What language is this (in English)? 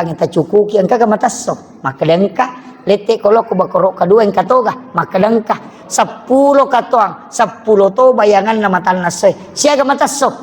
Buginese